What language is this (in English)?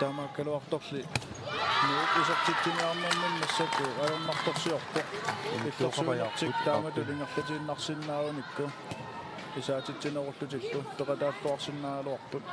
Kalaallisut